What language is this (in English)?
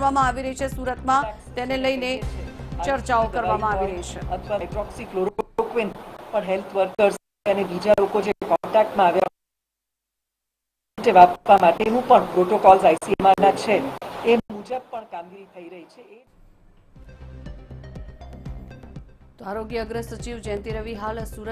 Gujarati